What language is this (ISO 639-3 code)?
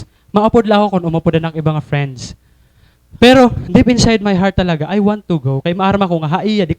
war